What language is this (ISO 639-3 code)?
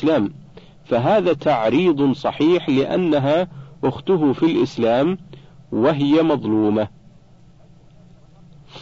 ara